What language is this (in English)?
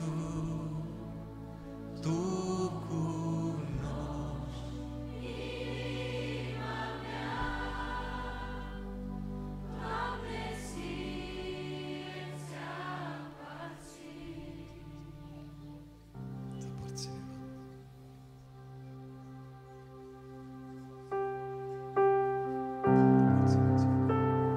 Romanian